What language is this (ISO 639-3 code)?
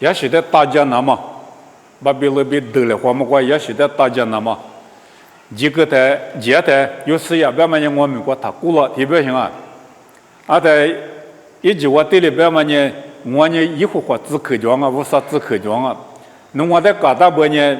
lis